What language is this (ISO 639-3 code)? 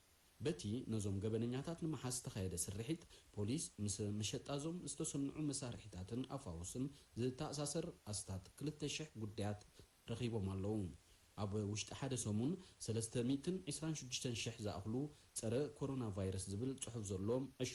tir